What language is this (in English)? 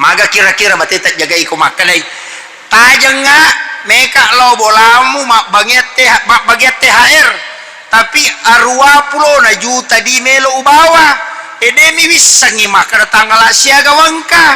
Buginese